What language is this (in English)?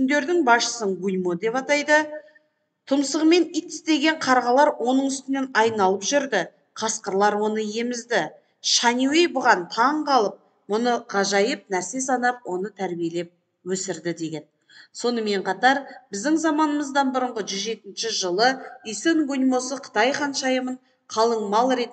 Kazakh